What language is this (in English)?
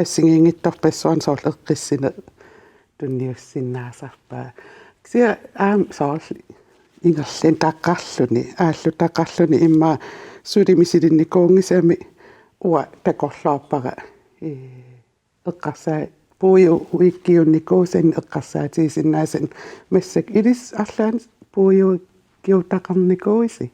Kalaallisut